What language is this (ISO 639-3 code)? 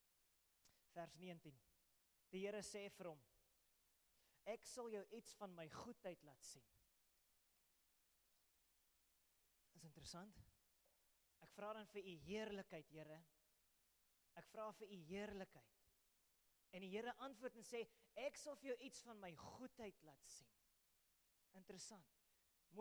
afr